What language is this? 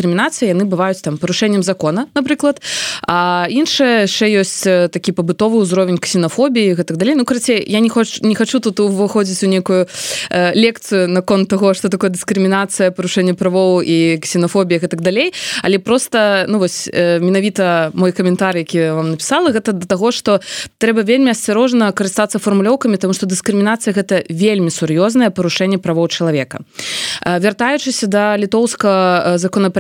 Belarusian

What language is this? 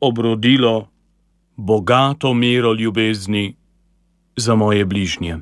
Slovenian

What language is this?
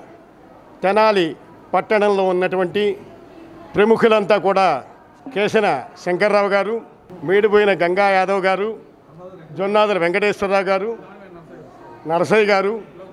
Telugu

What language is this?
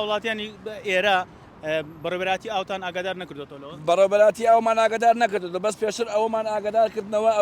Central Kurdish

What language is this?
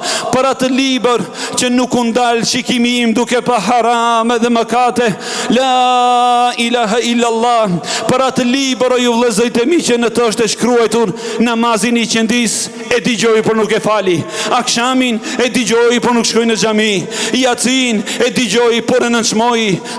Albanian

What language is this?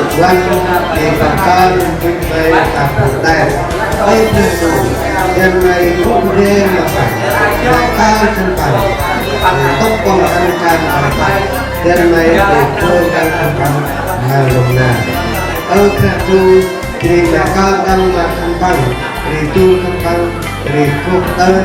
Central Mnong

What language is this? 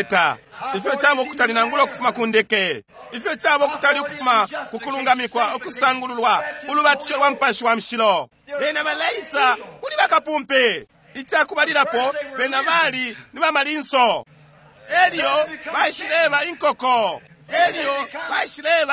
Bemba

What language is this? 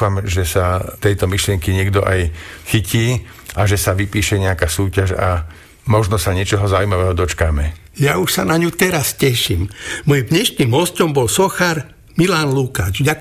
Slovak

